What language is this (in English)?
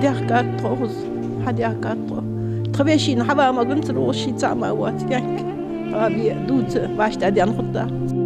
Ingush